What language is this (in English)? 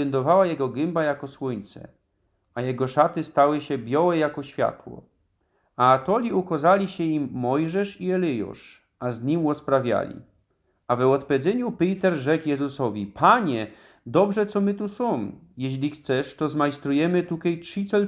Silesian